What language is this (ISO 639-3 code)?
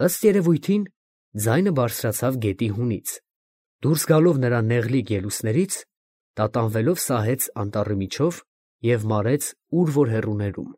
hye